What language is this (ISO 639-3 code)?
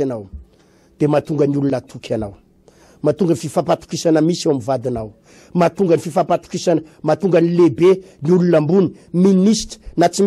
mlg